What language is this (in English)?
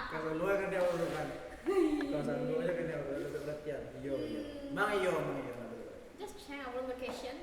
Minangkabau